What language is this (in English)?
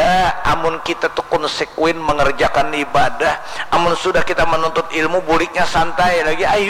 Banjar